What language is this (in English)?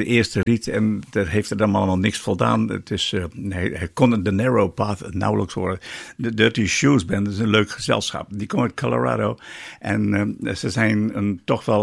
Dutch